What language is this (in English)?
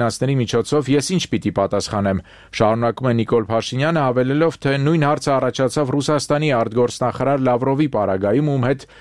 Armenian